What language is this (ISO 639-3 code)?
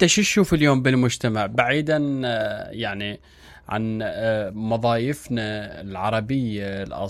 acm